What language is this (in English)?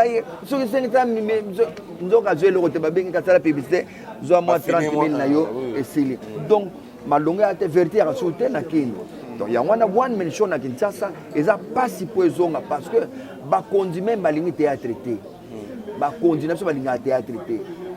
Lingala